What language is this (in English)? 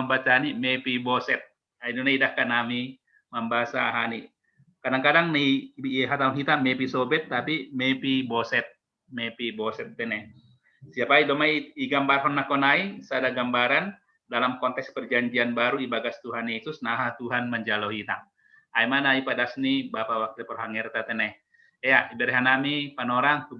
Batak Simalungun